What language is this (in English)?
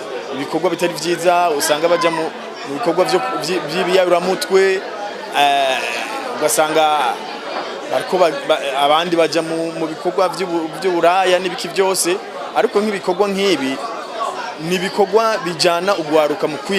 Rundi